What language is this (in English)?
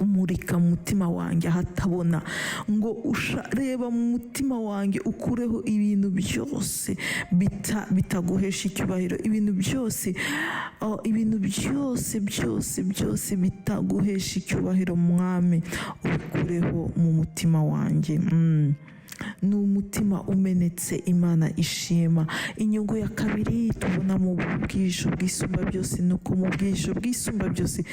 Kinyarwanda